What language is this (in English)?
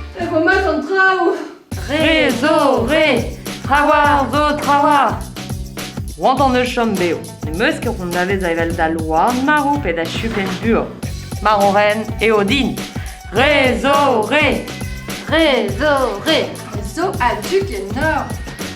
Breton